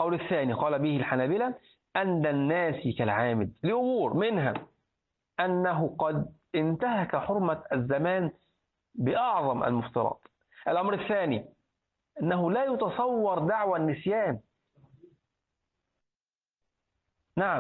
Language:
Arabic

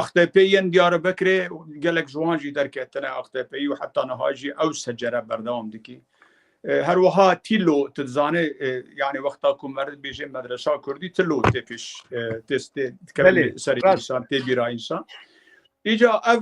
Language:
Kurdish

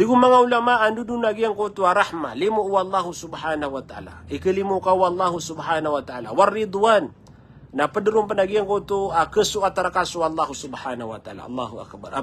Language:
Maranao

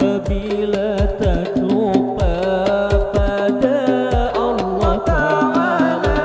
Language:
Banjar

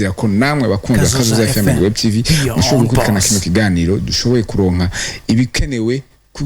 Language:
Rundi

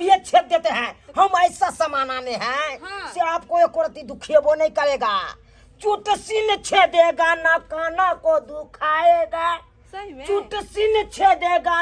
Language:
Maithili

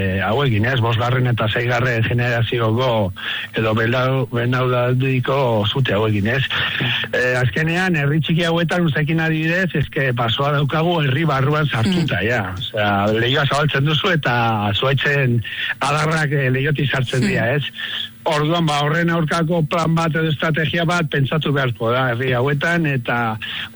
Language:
Basque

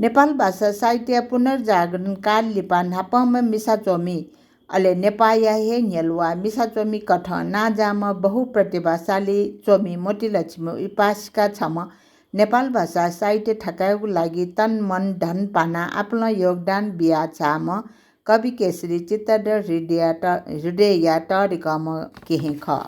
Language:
Newari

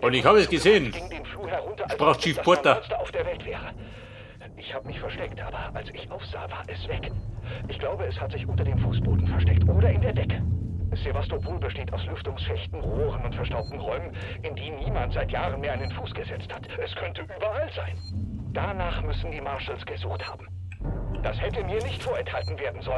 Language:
Bavarian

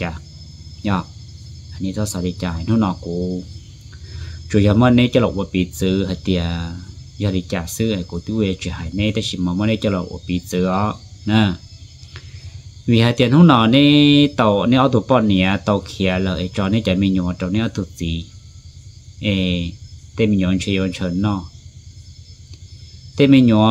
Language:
Vietnamese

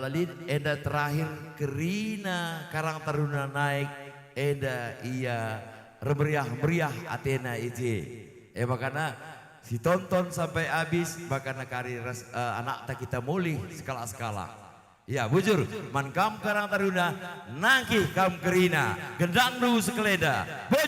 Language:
Batak Karo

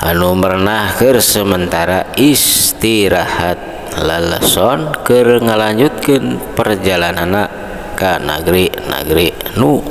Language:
Sundanese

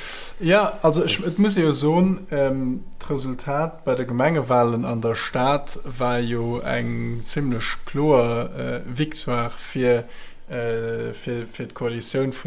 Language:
Luxembourgish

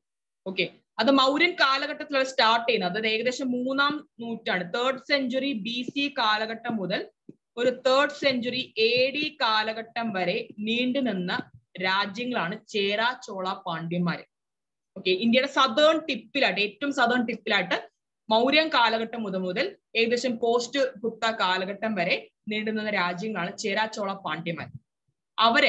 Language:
Malayalam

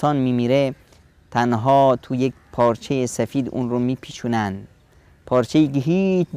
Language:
Persian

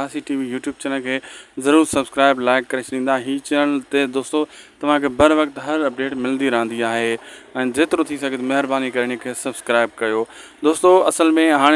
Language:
Sindhi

